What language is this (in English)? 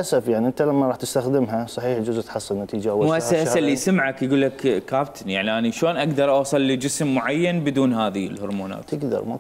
Mesopotamian Arabic